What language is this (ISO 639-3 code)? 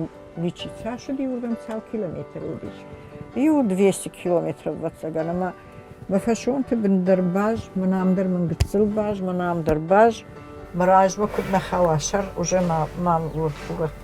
oss